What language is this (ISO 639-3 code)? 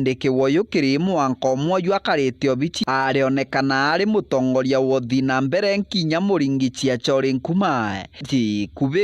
mer